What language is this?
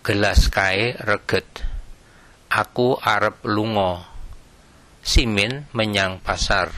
Javanese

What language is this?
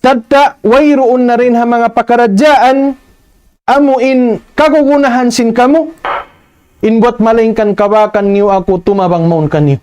Tausug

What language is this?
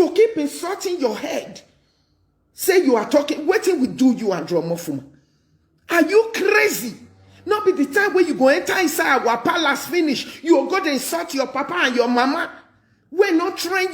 Nigerian Pidgin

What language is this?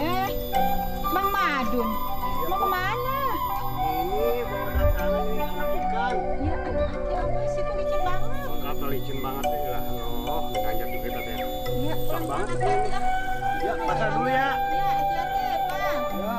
Betawi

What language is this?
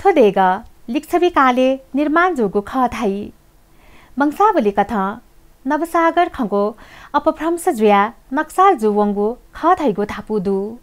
Newari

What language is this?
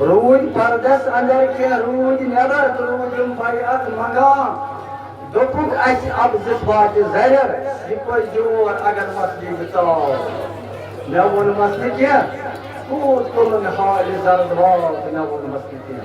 Kashmiri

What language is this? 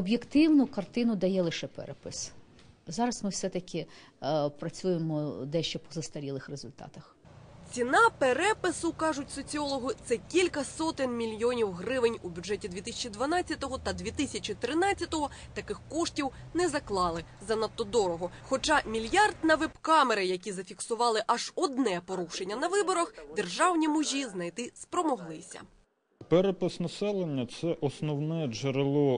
Ukrainian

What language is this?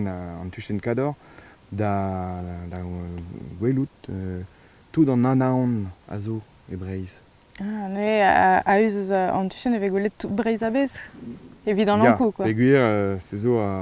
Breton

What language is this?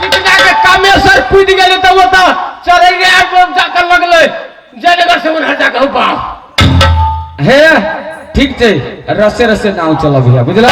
Maithili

